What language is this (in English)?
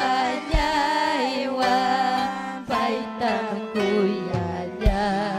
Ayacucho Quechua